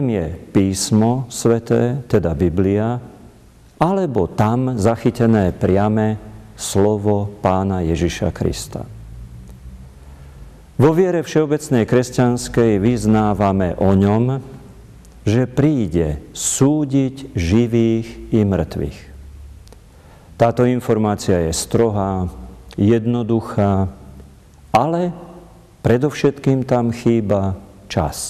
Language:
Slovak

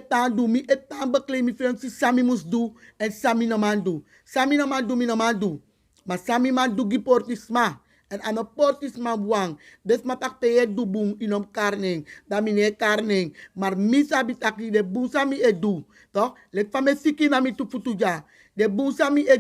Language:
Sranan Tongo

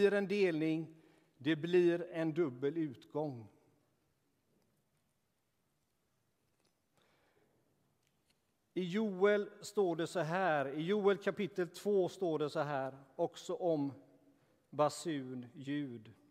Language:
Swedish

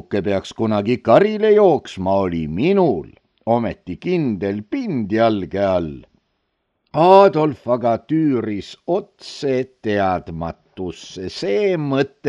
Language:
Estonian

